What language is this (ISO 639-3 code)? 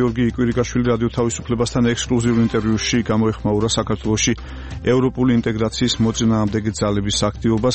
kat